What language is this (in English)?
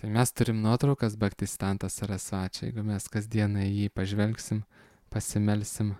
Lithuanian